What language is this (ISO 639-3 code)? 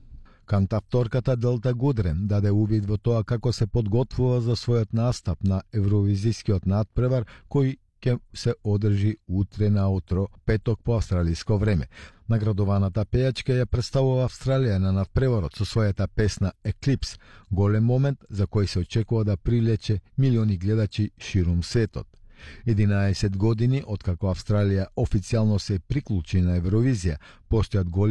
mkd